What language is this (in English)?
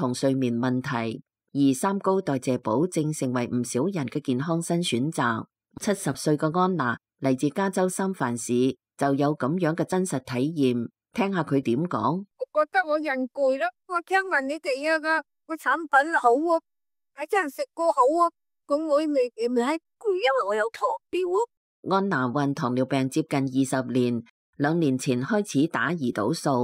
Cantonese